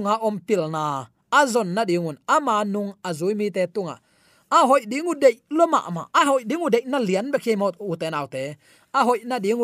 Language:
Tedim Chin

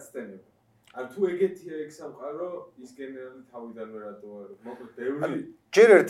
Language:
Georgian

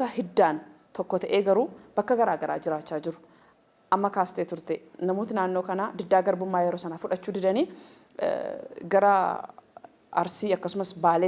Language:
Oromo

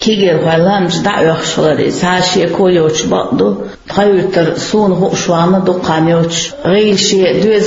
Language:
Chechen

